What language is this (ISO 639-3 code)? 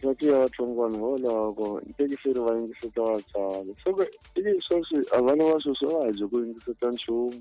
tso